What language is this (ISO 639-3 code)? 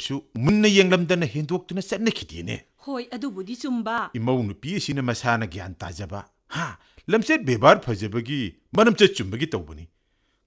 mni